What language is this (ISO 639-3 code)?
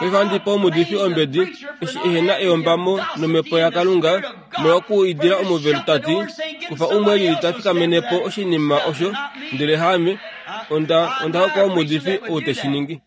kua